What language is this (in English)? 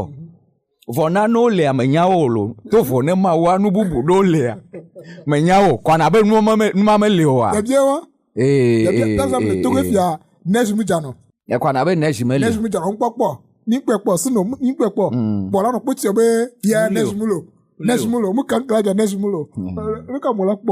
Ewe